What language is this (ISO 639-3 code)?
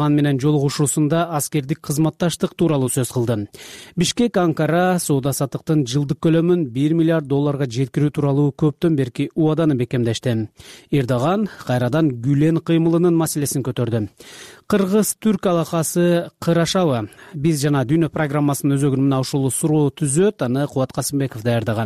kir